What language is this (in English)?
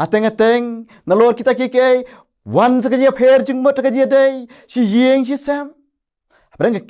Khasi